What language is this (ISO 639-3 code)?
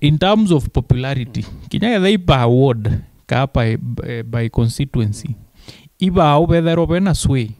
mer